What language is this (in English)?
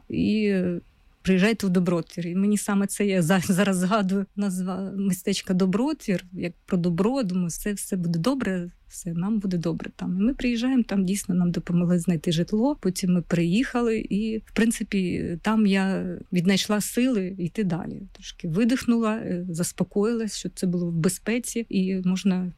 Ukrainian